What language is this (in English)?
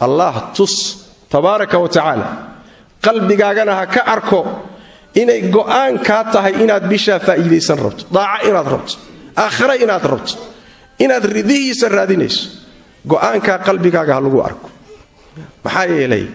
Somali